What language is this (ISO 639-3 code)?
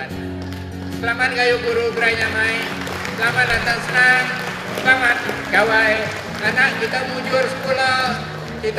iba